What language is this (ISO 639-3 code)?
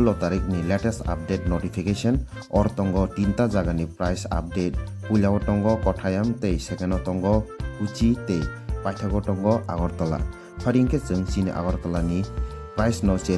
trp